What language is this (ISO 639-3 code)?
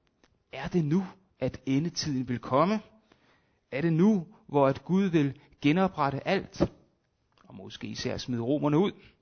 dan